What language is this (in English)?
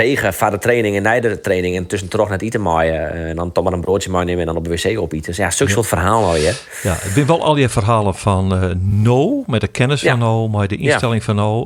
Western Frisian